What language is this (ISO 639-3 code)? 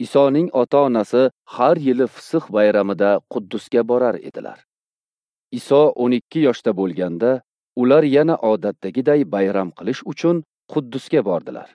uzb